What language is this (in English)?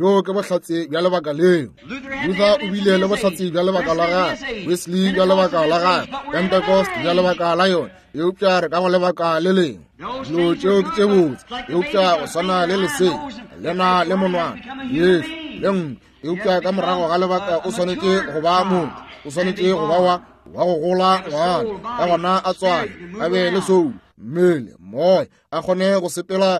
Northern Sotho